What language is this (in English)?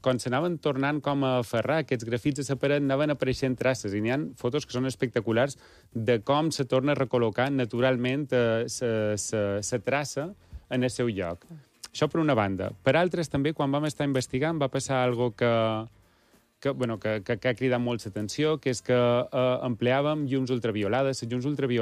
Catalan